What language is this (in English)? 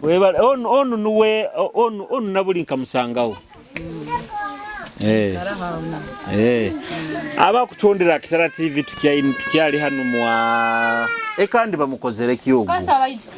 Nyoro